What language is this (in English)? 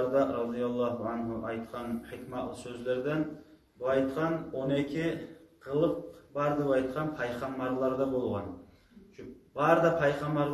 Kumyk